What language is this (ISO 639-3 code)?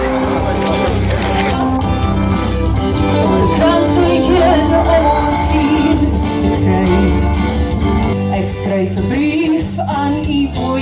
afr